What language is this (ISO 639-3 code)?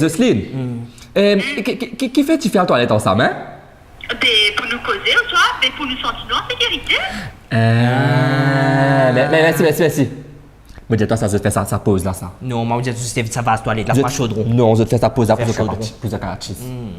mfe